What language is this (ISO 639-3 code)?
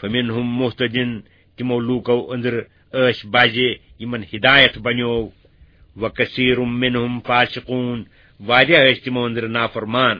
kas